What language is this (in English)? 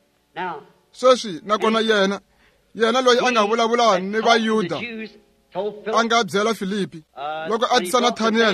Tsonga